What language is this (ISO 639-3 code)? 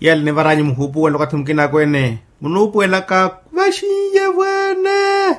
vmw